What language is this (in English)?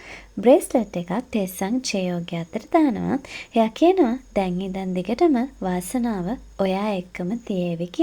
Sinhala